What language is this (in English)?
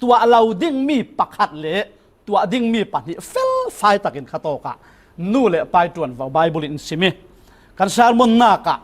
Falam Chin